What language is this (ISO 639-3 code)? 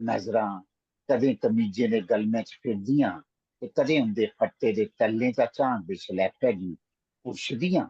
doi